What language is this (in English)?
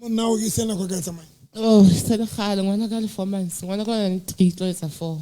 Southern Sotho